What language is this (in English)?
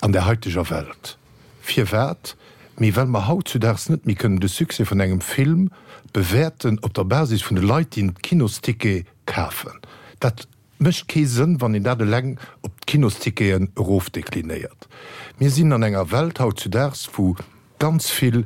Luxembourgish